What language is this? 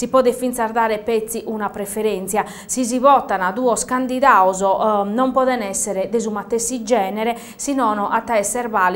Sardinian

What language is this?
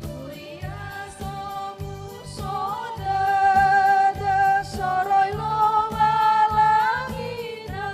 Nias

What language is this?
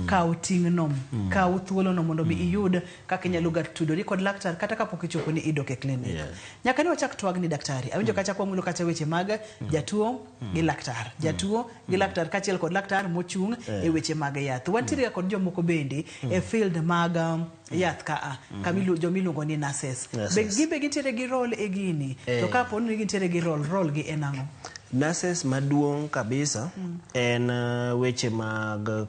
Luo (Kenya and Tanzania)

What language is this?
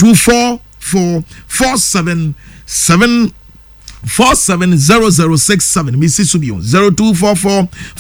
Akan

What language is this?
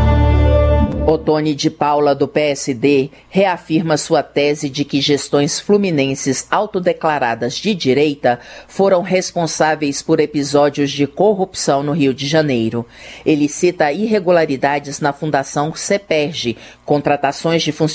Portuguese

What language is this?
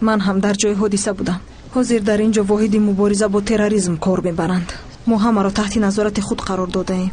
Tajik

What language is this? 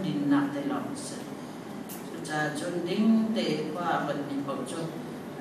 Hakha Chin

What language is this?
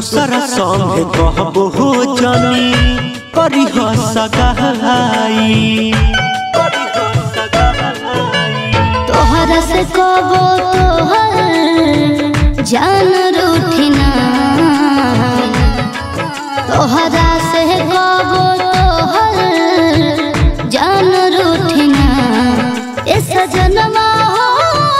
Bhojpuri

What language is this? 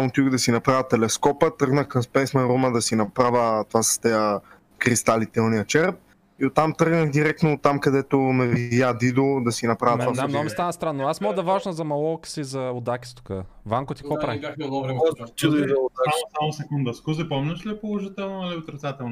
Bulgarian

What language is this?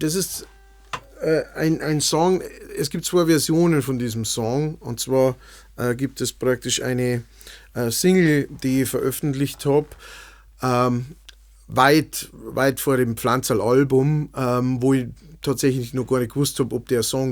Bavarian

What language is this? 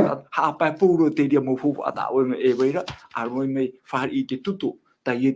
Tahitian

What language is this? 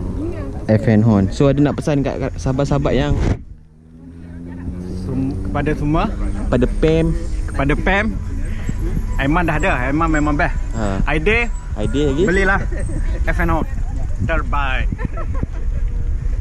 Malay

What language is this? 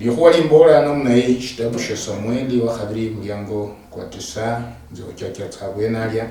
Luyia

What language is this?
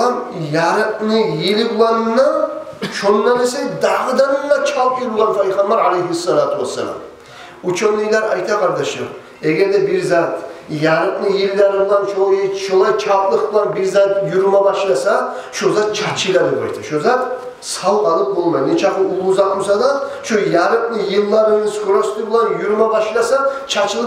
Kumyk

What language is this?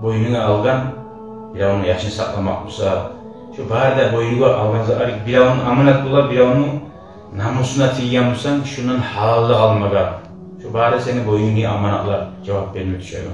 Kumyk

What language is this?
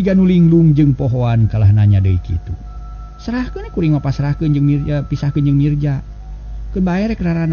Sundanese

